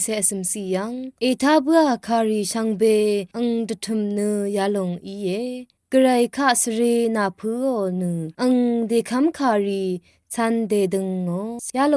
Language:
Rawang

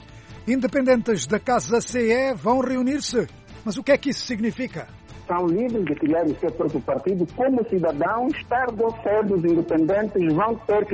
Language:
Portuguese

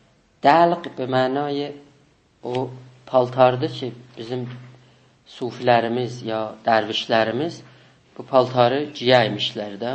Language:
South Azerbaijani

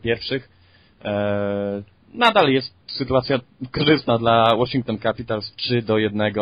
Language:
Polish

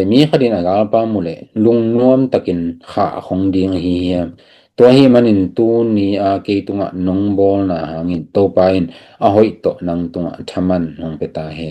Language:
Tedim Chin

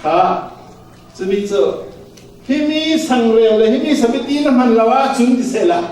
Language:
Falam Chin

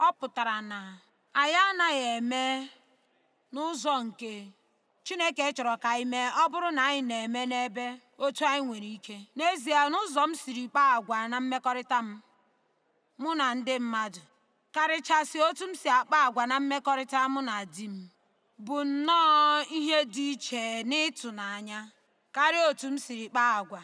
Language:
Igbo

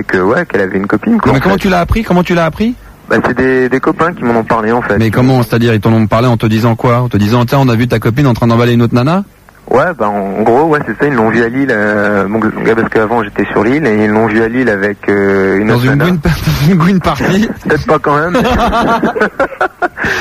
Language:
French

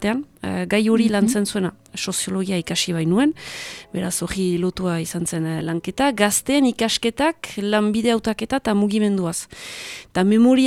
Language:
Basque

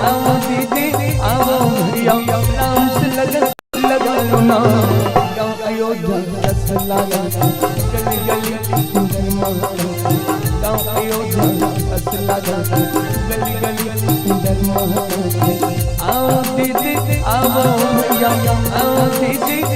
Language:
Chhattisgarhi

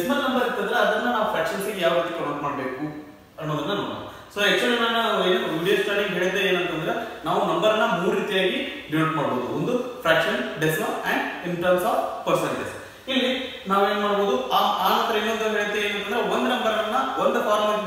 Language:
Kannada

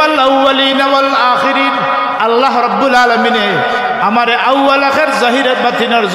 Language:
Sylheti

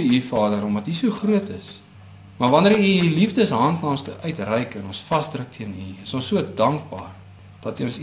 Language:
Afrikaans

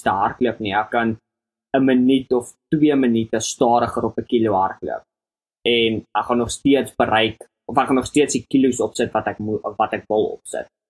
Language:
Afrikaans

